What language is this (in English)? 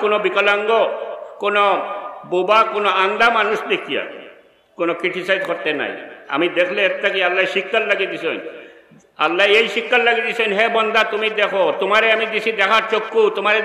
Sylheti